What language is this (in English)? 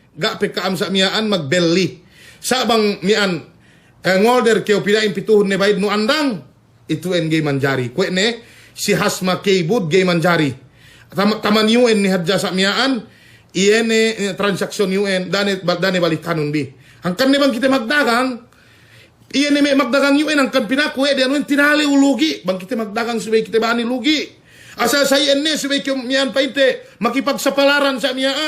Yakan